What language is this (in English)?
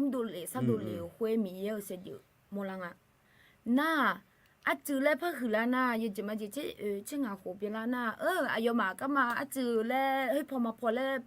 Akha